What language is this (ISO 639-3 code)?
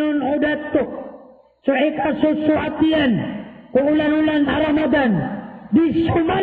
mrw